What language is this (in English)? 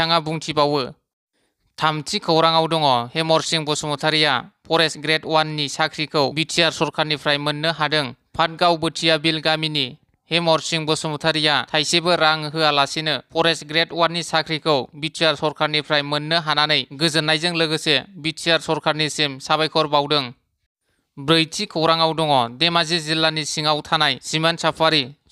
Bodo